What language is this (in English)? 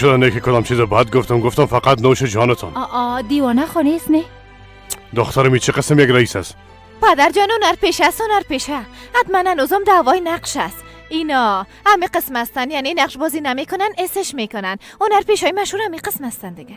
Persian